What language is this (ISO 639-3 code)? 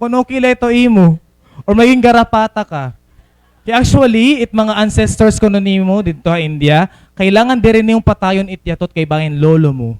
war